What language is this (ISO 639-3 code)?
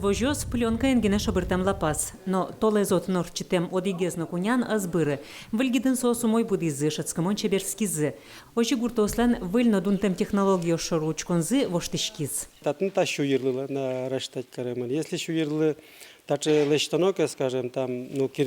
udm